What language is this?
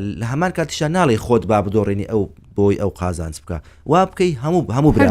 Central Kurdish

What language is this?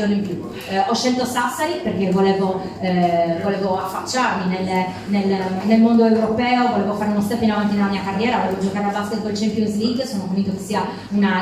Italian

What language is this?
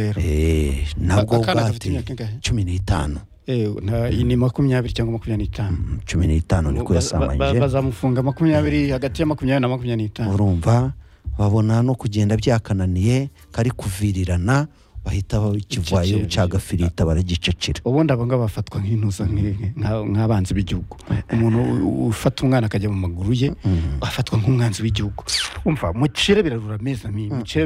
Kinyarwanda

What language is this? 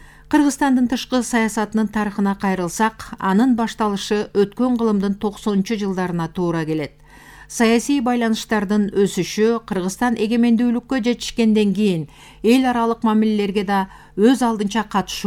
Kyrgyz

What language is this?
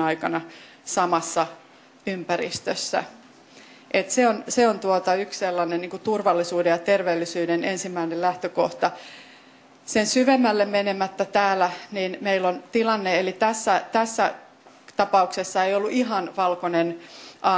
Finnish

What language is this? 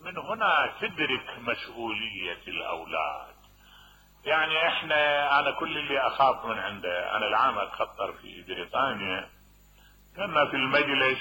Mesopotamian Arabic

